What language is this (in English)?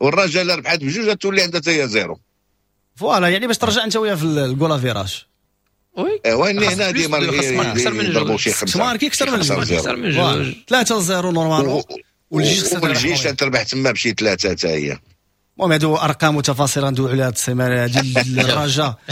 Moroccan Arabic